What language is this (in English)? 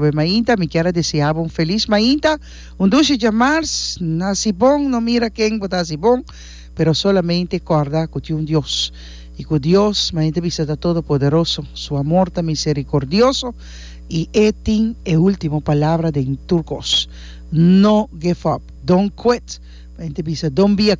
Papiamento